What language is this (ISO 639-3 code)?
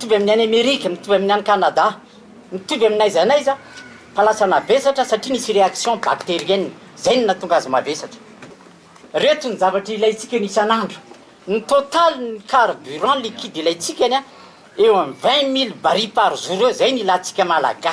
mlg